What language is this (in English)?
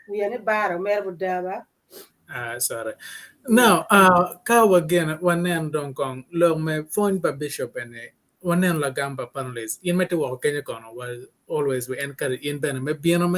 Acoli